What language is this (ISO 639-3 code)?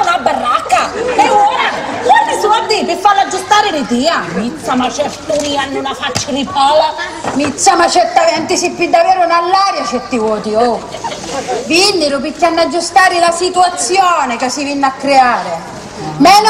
scn